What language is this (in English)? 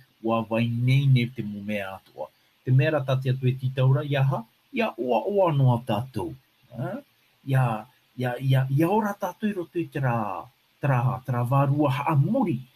Tahitian